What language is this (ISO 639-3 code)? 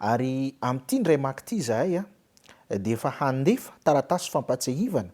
mlg